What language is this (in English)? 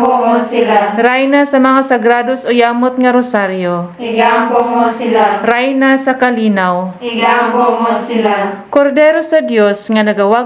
Cebuano